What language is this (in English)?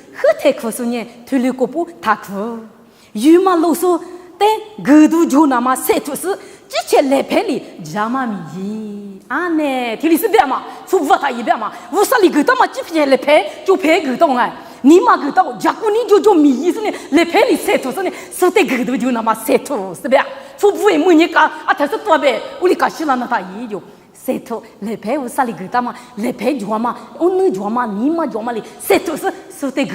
Lisu